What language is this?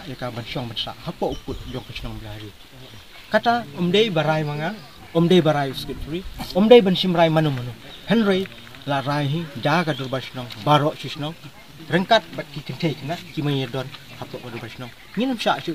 Khasi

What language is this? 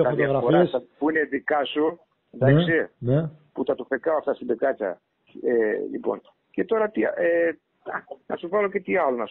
Greek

